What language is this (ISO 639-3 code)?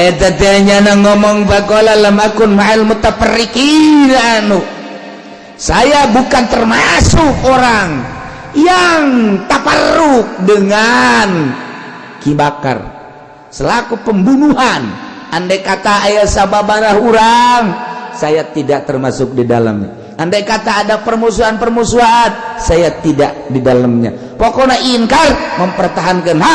sun